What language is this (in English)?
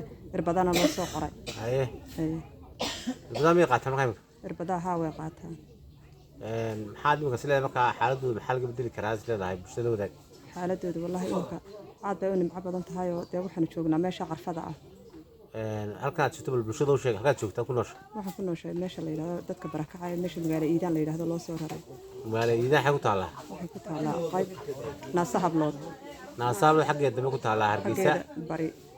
Somali